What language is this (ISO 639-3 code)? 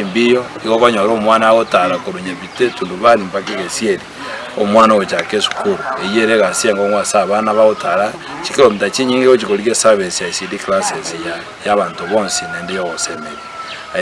guz